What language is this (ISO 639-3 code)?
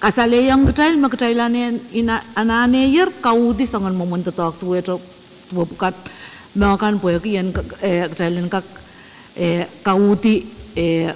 pon